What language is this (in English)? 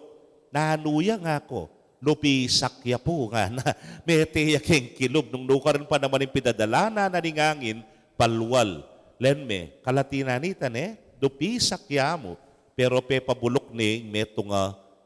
Pampanga